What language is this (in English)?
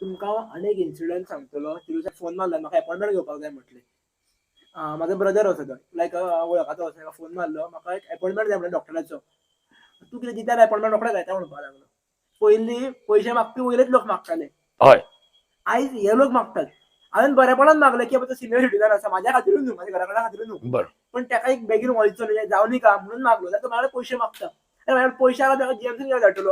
Konkani